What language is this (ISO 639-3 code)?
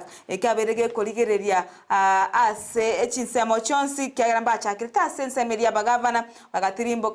guz